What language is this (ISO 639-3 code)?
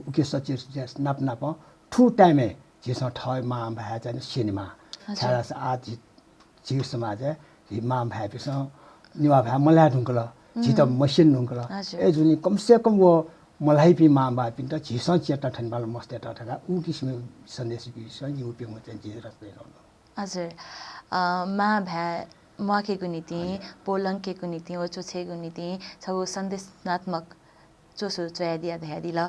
new